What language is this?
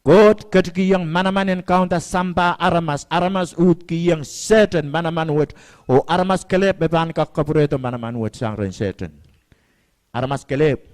Pohnpeian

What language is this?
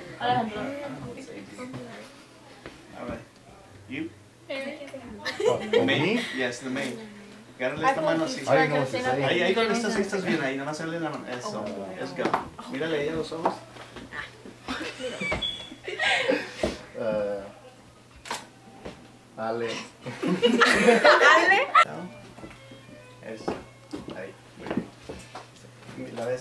Spanish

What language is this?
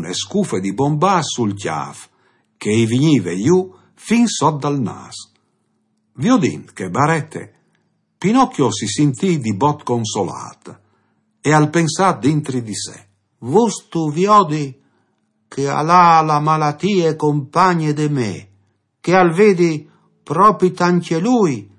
Friulian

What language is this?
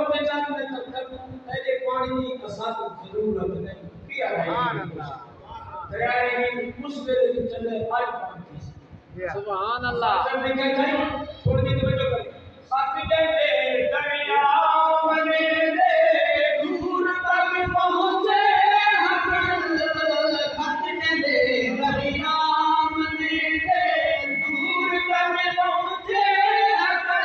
Saraiki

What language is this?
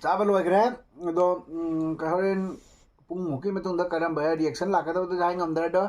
Manipuri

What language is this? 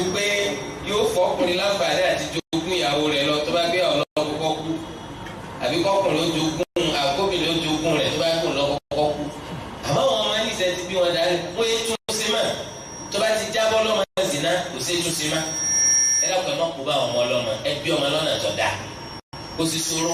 Yoruba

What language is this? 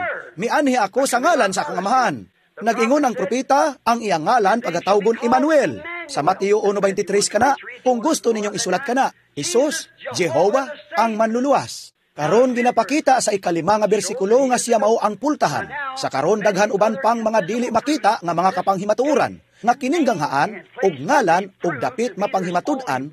Cebuano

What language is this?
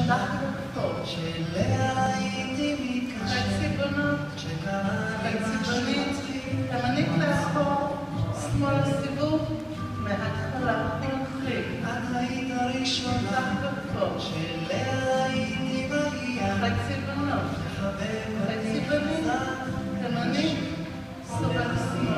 Hebrew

